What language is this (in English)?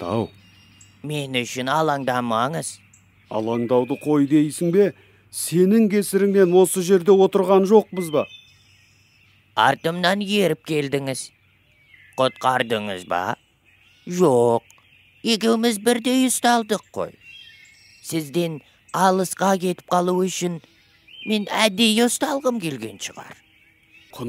Kazakh